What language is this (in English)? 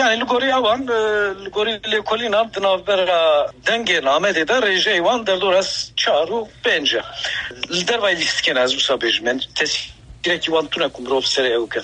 Kurdish